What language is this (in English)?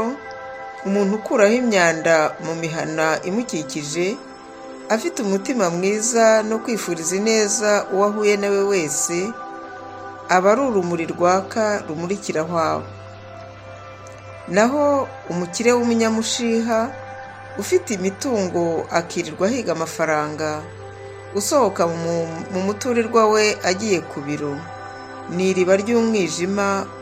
Kinyarwanda